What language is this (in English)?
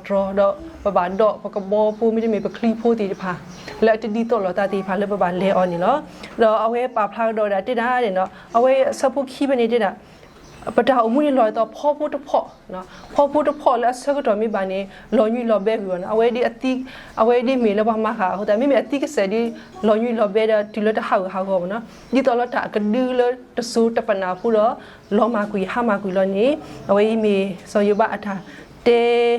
S'gaw Karen